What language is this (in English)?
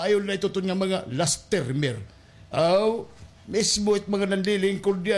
Waray